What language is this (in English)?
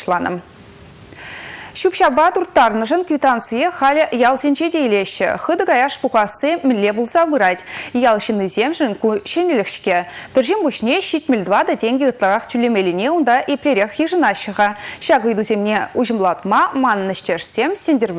Chuvash